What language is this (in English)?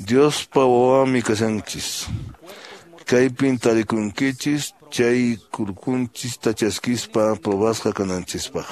Quechua